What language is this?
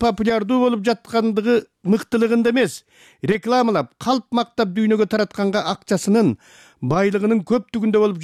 Kyrgyz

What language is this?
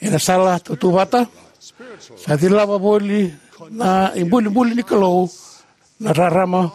Fijian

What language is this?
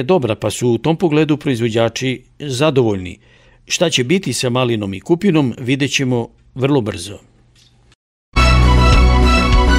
Serbian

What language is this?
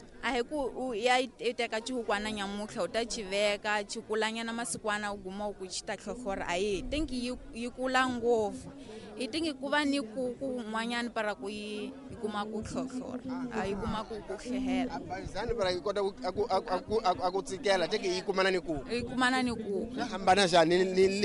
Tsonga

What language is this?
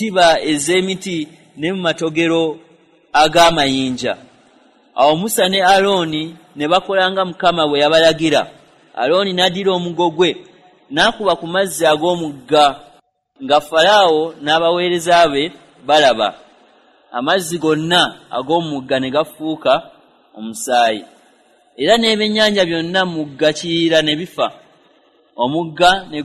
Ganda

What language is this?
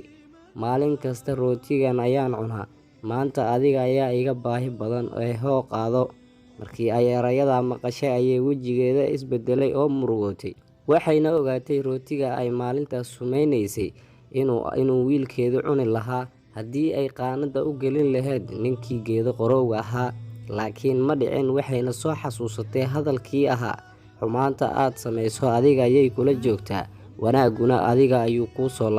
Somali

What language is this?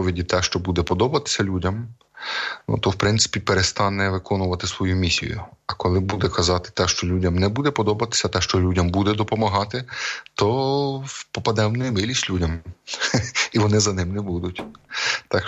Ukrainian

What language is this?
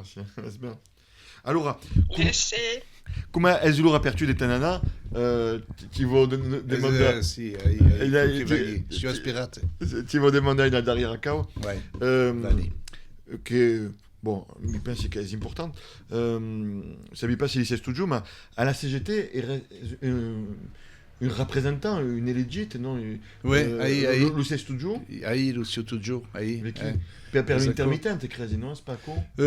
Occitan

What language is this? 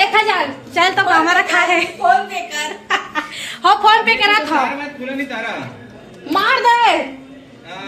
Chhattisgarhi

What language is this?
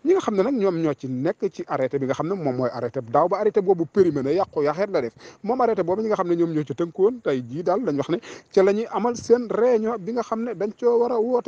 Wolof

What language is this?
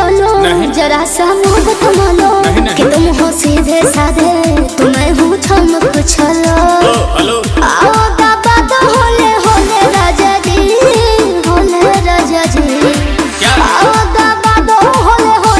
Bhojpuri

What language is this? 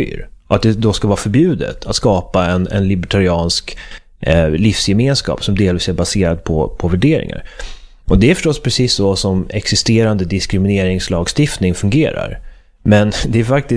Swedish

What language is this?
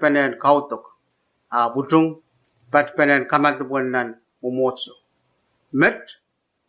Pohnpeian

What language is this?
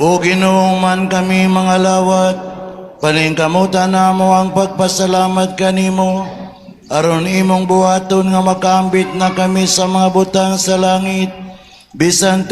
Cebuano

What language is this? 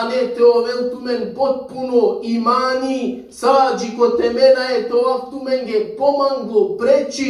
Balkan Romani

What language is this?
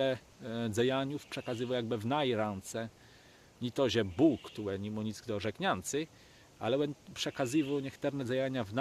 Kashubian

